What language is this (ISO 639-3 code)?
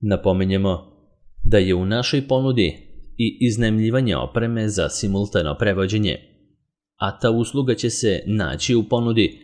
srp